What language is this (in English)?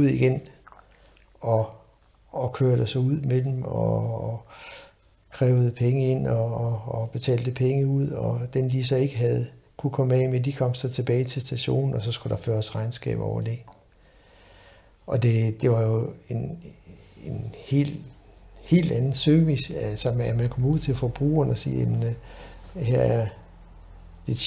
Danish